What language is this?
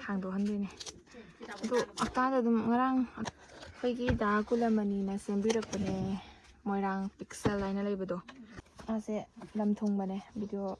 Manipuri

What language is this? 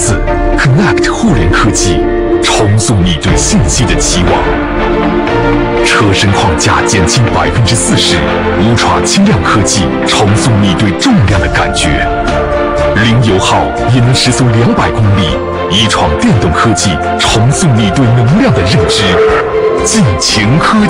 Chinese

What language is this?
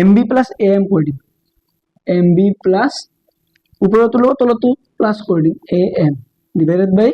Assamese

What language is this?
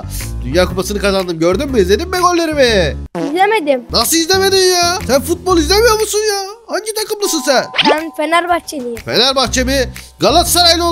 Turkish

